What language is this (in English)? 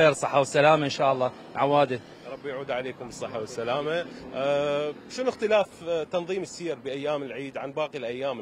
Mesopotamian Arabic